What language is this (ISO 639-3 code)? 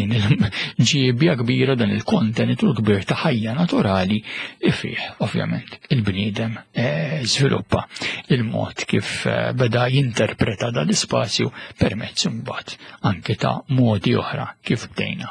mlt